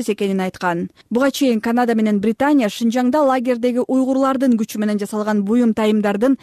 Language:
Kyrgyz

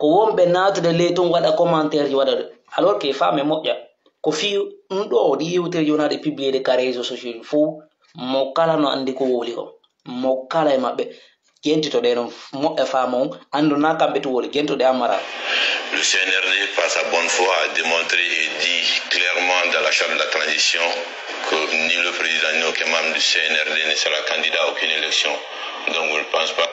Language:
Pular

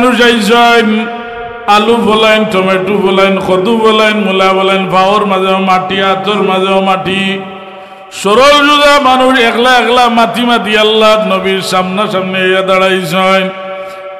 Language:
Sylheti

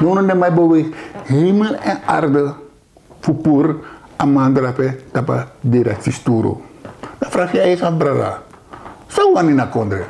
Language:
Sranan Tongo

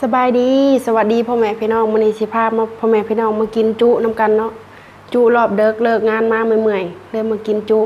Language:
Northeastern Thai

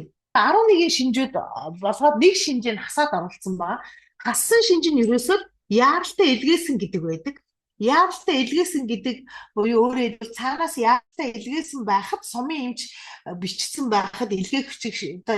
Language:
Mongolian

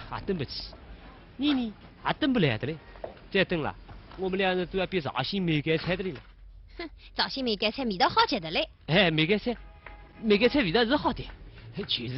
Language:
Wu Chinese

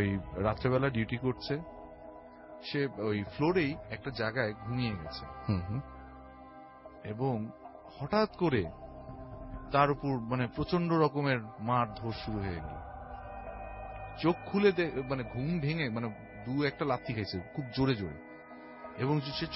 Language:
Bangla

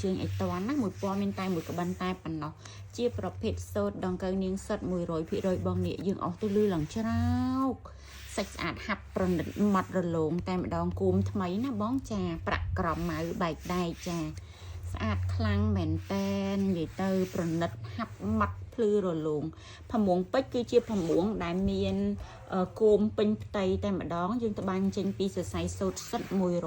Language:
Khmer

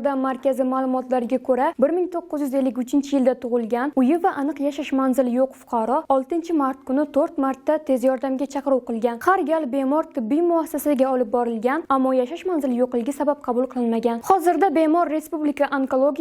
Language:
Uzbek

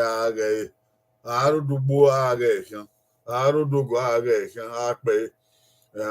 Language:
Bini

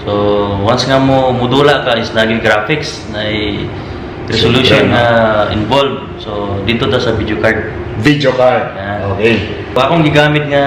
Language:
Cebuano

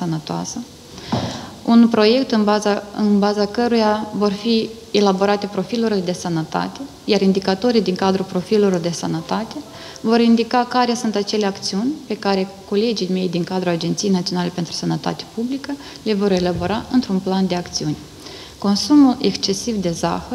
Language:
Romanian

